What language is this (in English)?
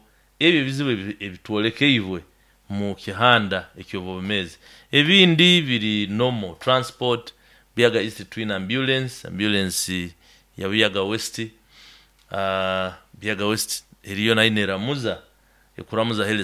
Nyoro